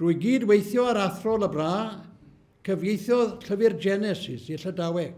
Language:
Welsh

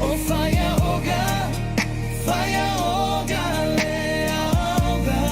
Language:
Samoan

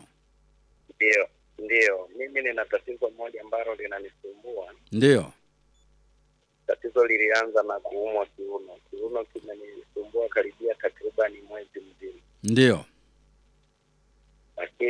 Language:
Swahili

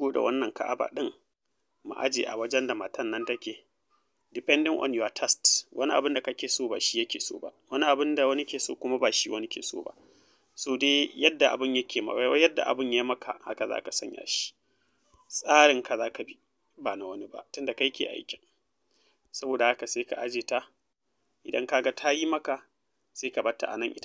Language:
Hausa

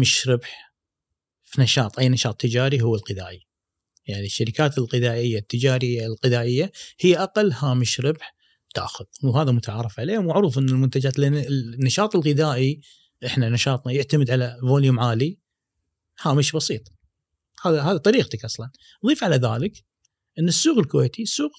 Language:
Gulf Arabic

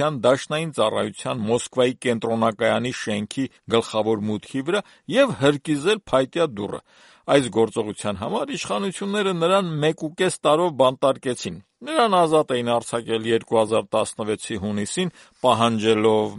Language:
Armenian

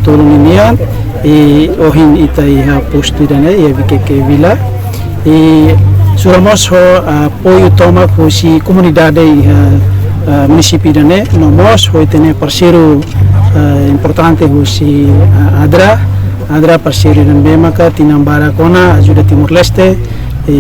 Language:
Tetum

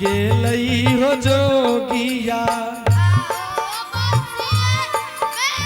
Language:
Angika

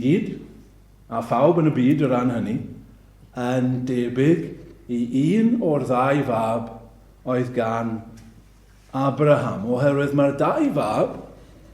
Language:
Welsh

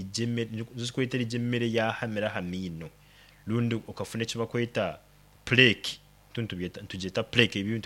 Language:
Nyankole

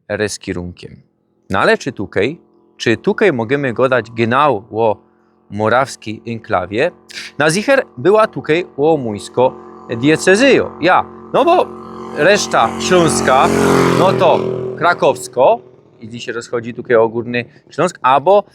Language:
Silesian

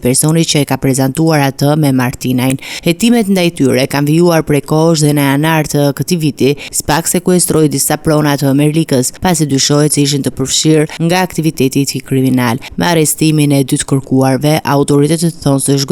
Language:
Albanian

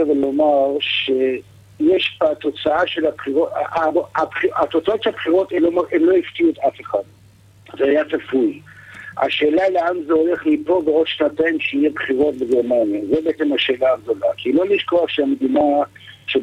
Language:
Hebrew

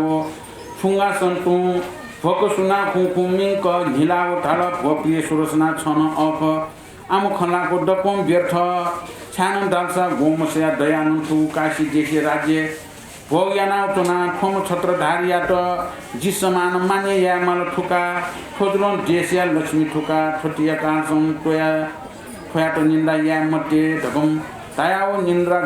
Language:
Newari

